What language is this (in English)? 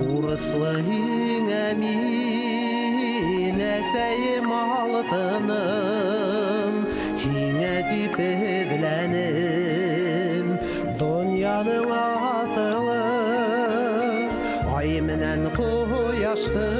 Bashkir